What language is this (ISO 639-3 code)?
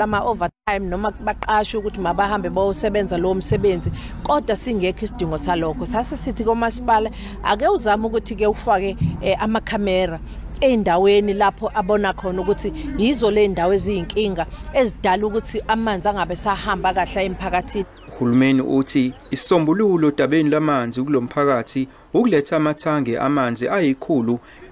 zul